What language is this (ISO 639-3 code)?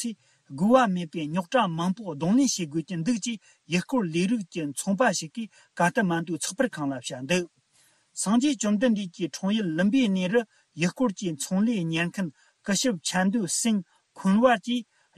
bod